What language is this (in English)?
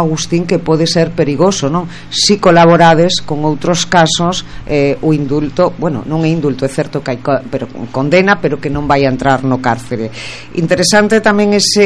Galician